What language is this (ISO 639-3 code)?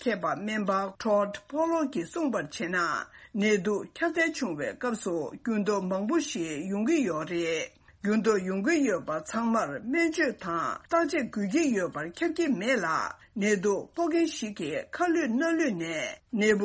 bod